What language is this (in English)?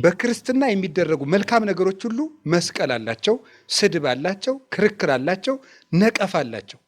Amharic